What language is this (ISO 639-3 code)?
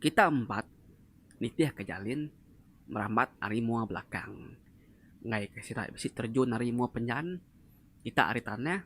iba